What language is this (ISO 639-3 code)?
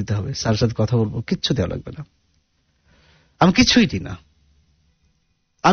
ben